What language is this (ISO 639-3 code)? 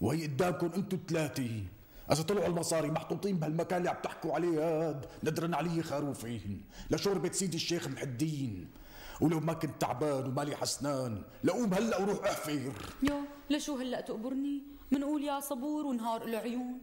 apc